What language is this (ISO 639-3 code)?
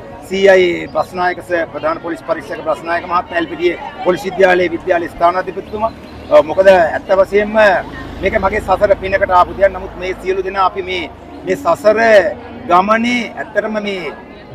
sin